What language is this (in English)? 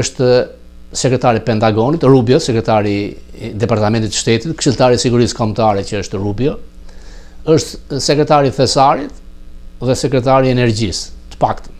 Albanian